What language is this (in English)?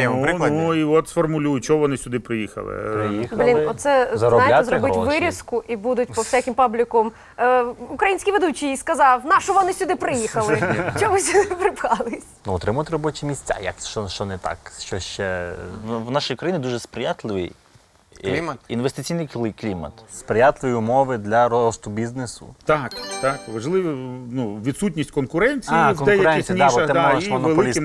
Ukrainian